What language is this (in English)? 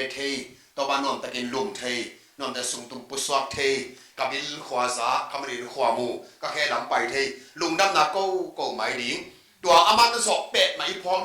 Tedim Chin